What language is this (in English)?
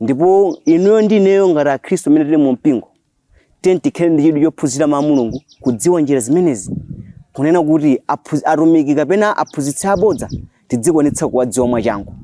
Nyanja